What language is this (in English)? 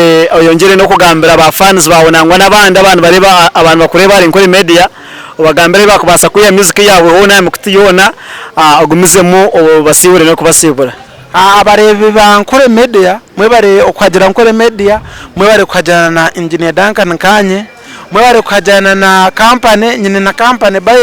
Nyankole